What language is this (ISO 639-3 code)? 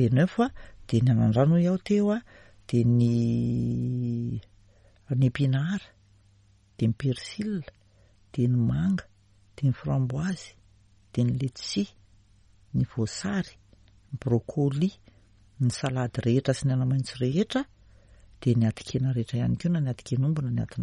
mlg